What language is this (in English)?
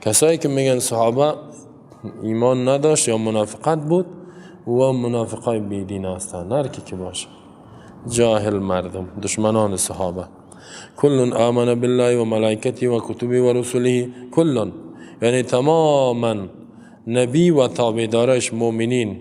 Persian